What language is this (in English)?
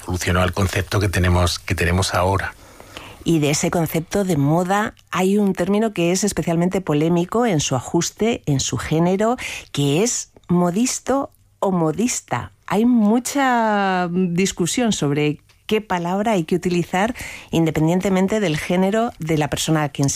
Spanish